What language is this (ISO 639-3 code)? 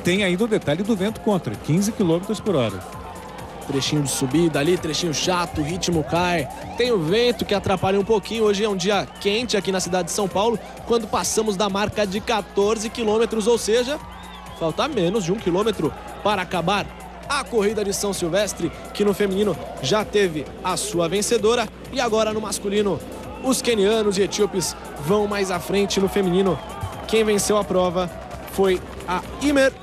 por